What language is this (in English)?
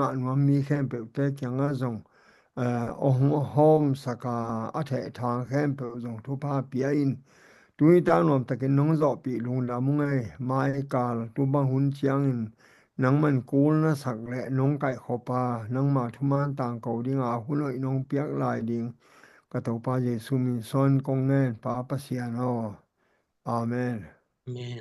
Tedim Chin